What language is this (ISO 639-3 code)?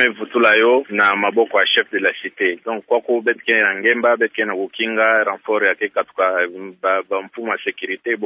ktu